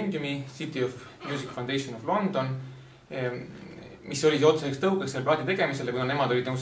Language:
Estonian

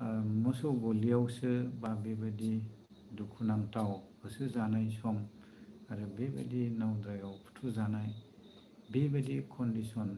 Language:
Bodo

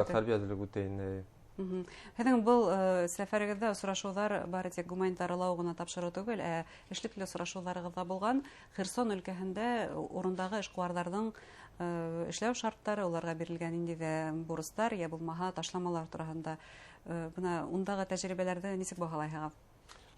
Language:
Bashkir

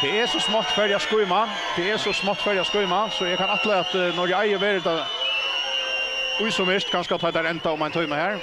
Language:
Faroese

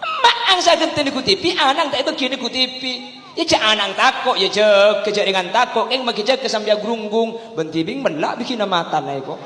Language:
Madurese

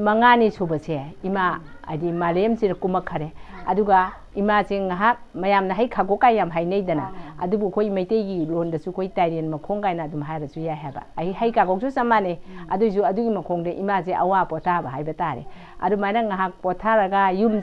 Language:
Manipuri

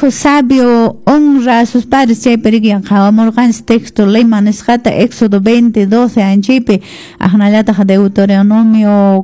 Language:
Quechua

